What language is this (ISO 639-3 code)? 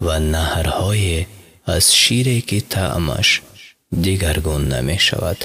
fas